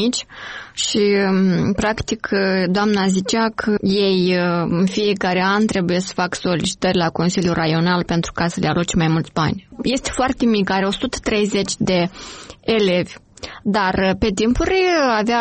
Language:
Romanian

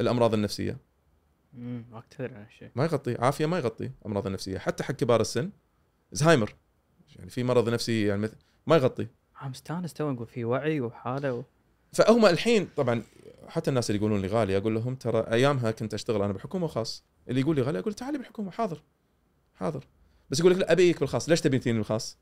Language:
Gulf Arabic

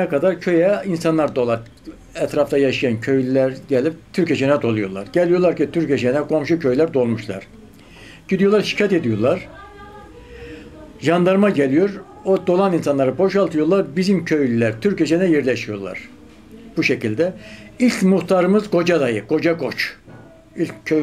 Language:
Turkish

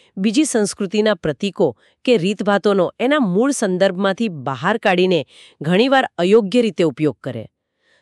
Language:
Gujarati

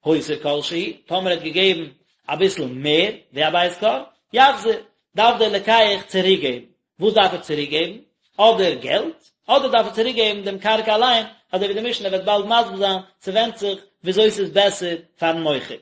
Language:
Yiddish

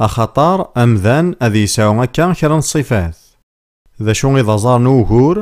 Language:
Kabyle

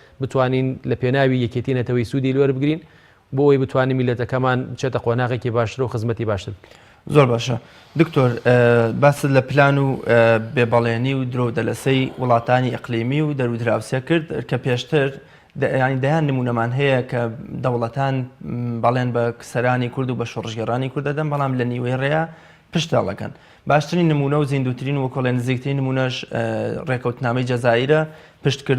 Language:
Central Kurdish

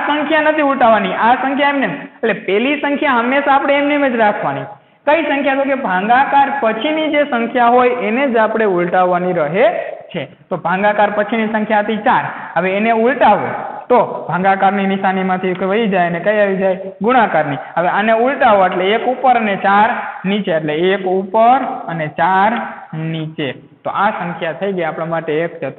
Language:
Gujarati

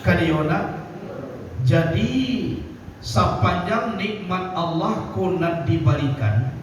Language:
Minangkabau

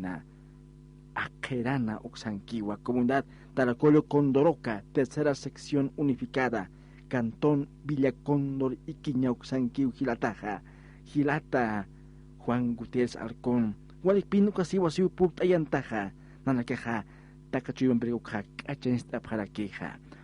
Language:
Aymara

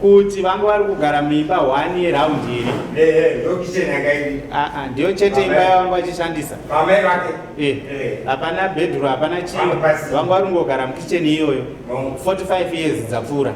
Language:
Shona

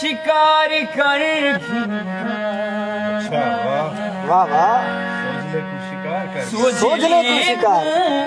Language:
Saraiki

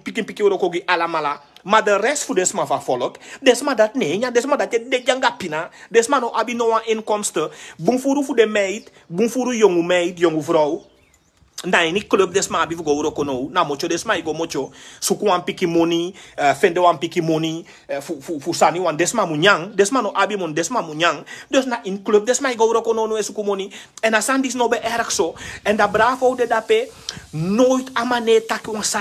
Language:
Sranan Tongo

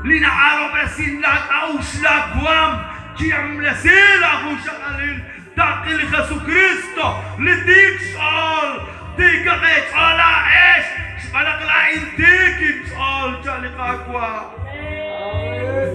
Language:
Kekchí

